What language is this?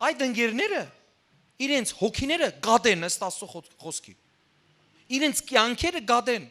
Western Armenian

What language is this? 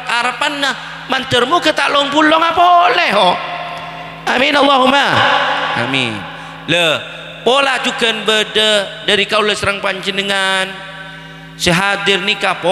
Madurese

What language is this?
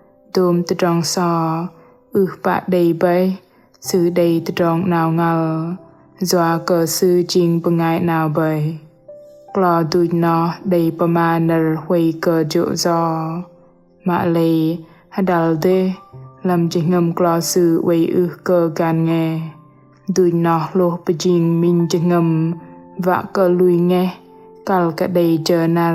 Bahnar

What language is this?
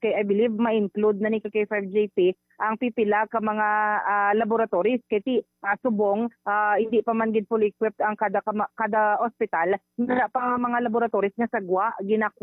Hiligaynon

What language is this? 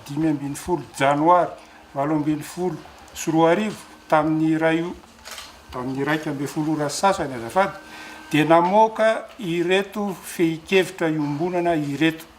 Malagasy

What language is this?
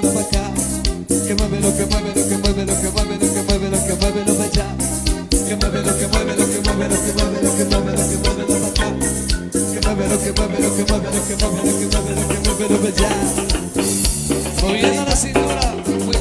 Spanish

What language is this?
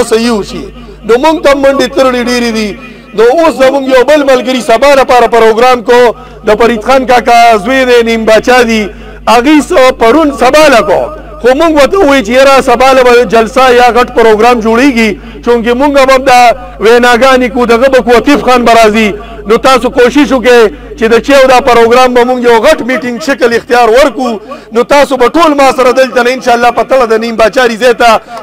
Pashto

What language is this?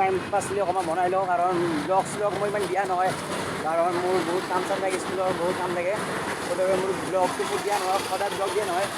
Assamese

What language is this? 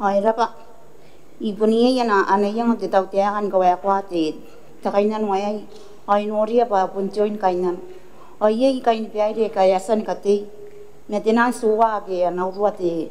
Gilbertese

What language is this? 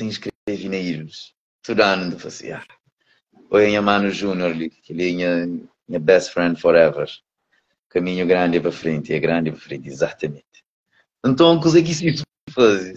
Kabuverdianu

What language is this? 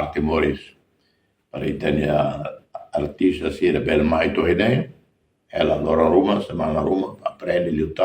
Tetum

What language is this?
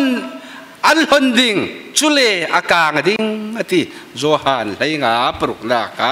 Falam Chin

